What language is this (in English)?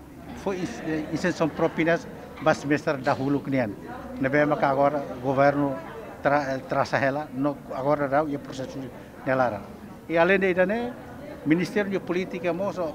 Tetum